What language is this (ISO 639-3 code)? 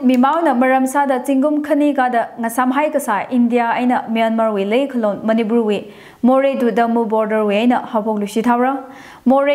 nmf